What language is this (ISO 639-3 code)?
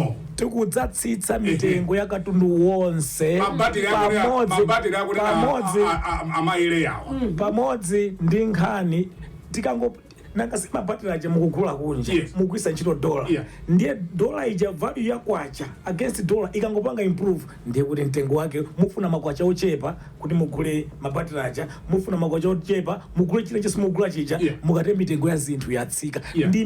nya